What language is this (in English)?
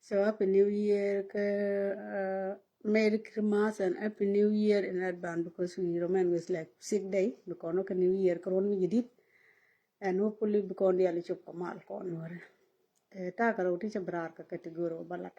Nuer